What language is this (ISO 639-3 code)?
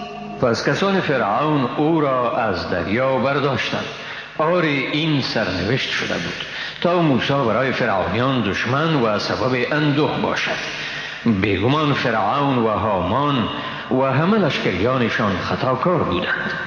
fas